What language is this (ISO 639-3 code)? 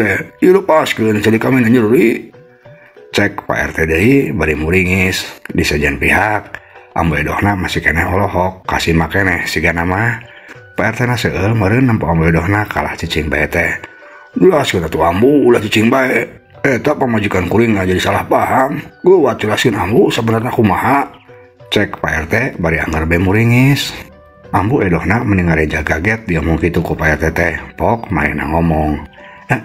sun